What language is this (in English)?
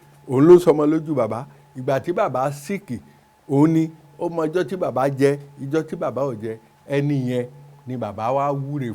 Yoruba